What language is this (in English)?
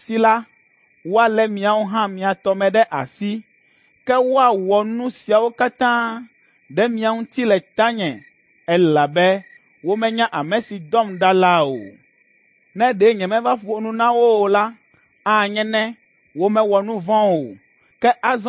Ewe